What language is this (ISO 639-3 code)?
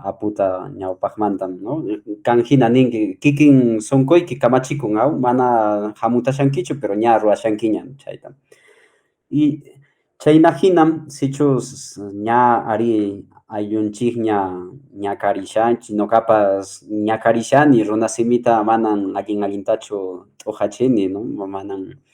que